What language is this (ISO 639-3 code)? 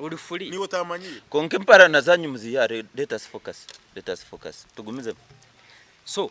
nyn